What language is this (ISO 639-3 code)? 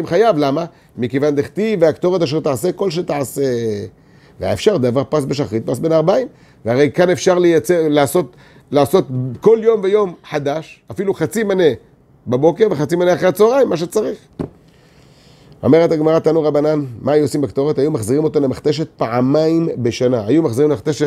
heb